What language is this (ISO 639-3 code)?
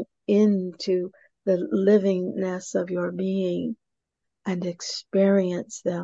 eng